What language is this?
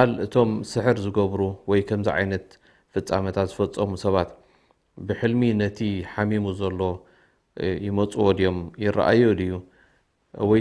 Tigrinya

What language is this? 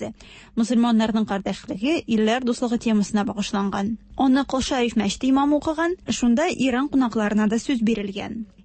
Tatar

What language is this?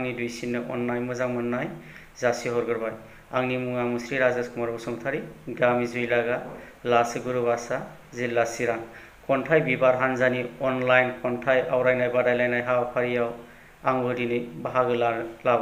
Bodo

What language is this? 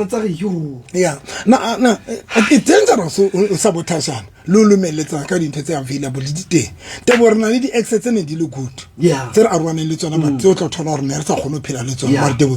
Southern Sotho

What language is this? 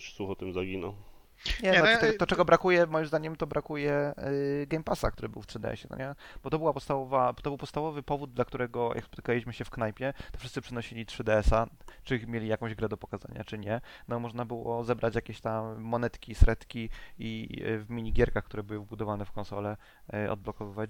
Polish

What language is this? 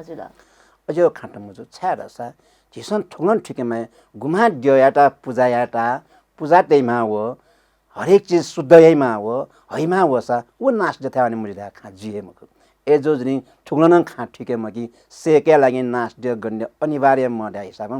Newari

